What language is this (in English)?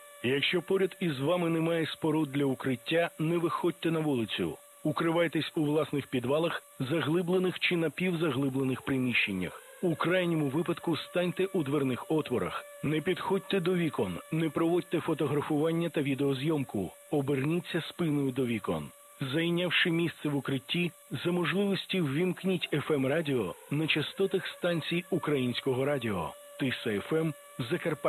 Ukrainian